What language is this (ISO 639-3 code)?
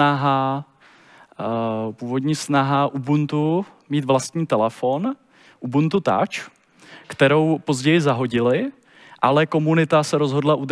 ces